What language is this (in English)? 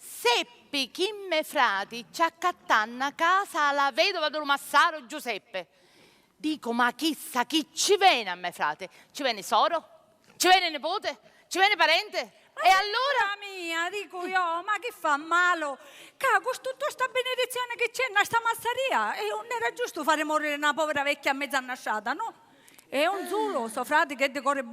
Sicilian